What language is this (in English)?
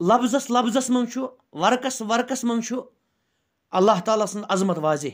Kashmiri